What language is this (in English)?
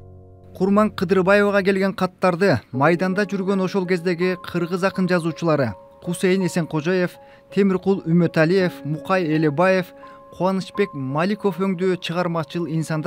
Kyrgyz